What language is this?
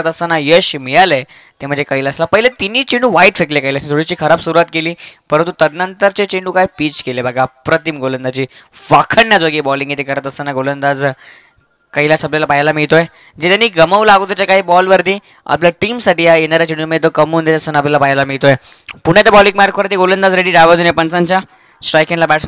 Marathi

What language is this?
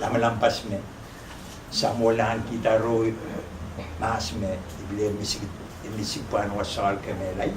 Pohnpeian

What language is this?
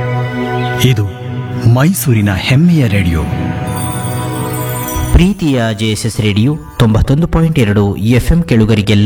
Kannada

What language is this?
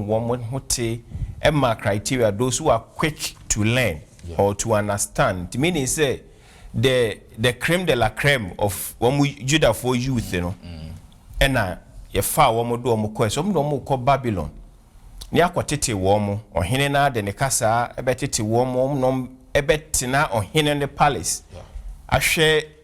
Akan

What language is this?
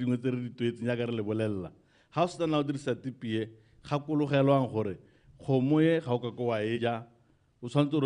Tswana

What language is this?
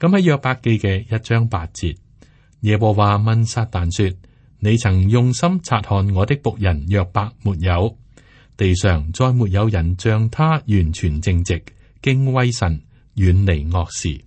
Cantonese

